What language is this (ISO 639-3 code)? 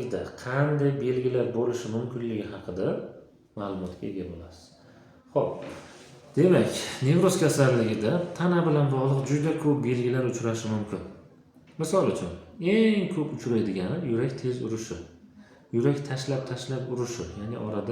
uzb